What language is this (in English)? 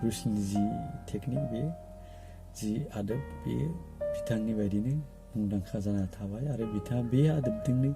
Bodo